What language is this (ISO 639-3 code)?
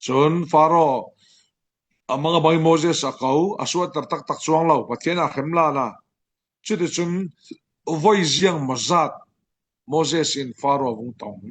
cfm